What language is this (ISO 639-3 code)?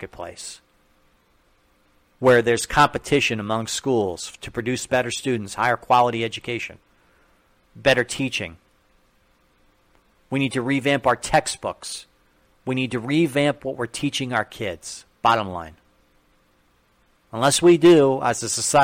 eng